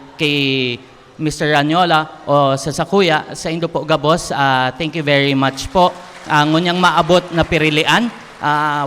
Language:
Bikol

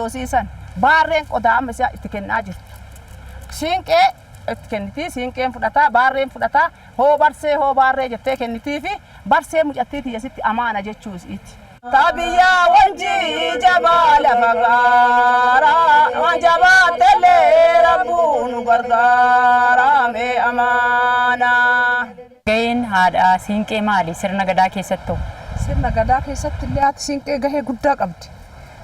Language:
Oromo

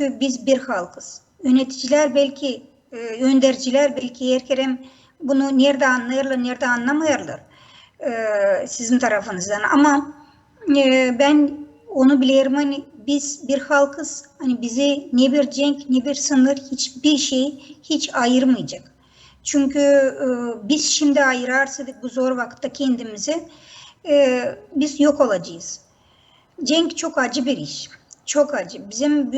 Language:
Gagauz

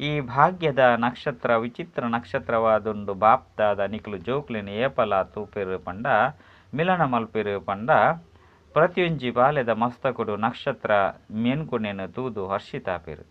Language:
Tulu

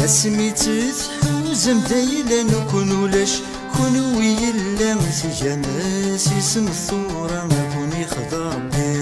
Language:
Kabyle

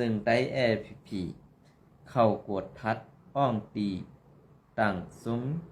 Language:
Shan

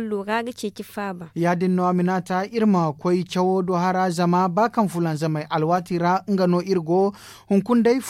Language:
Zarma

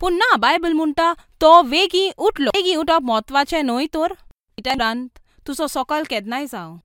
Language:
Konkani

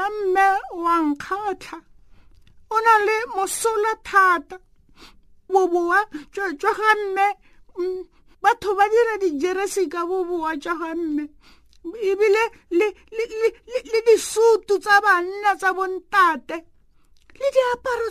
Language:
Tswana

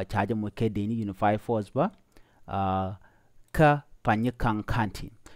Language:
Nuer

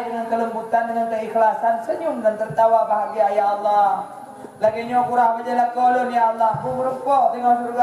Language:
Achinese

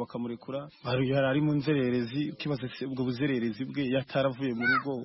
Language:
Kinyarwanda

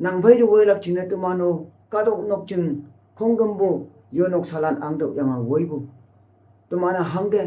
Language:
Konyak Naga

